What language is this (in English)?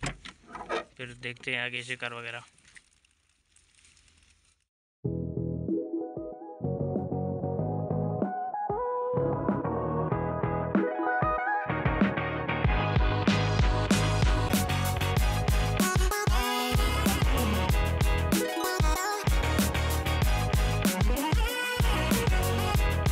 Hindi